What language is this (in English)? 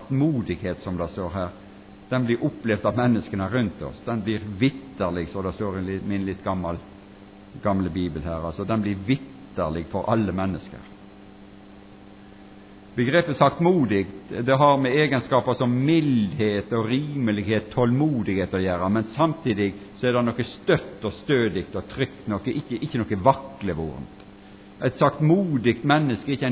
Norwegian